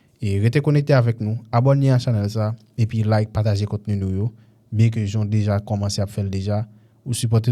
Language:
Haitian Creole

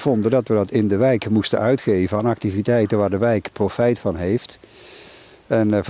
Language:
Dutch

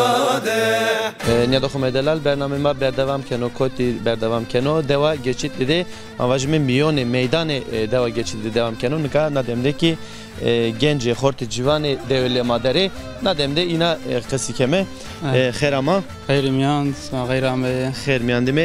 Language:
Zaza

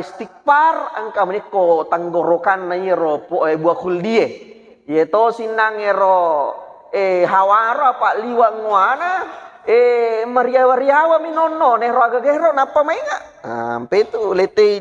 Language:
Buginese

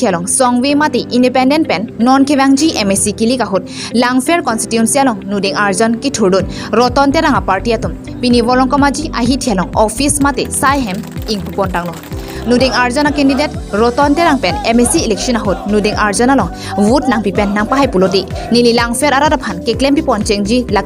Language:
Karbi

